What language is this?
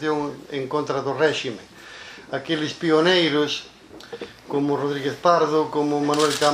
Galician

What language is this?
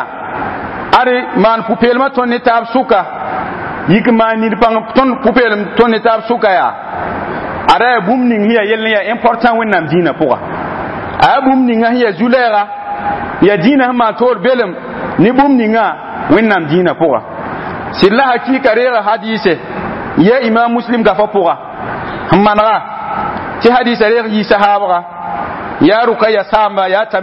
Mossi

